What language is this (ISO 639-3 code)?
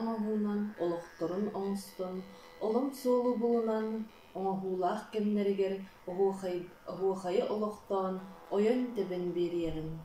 sah